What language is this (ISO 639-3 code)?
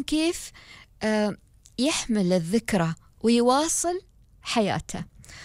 afb